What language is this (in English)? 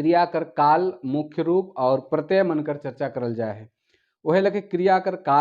Sadri